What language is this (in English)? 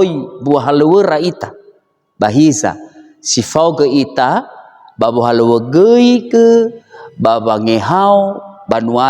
Nias